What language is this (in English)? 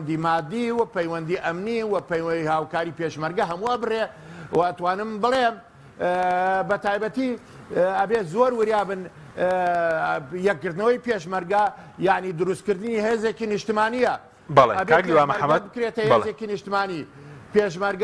Central Kurdish